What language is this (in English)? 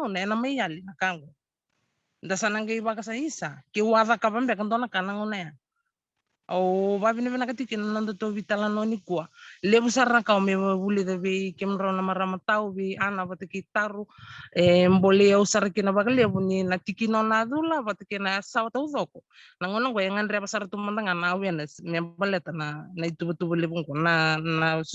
Fijian